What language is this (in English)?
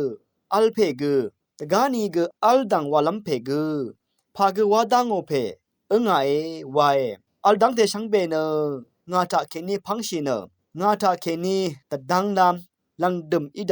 Rawang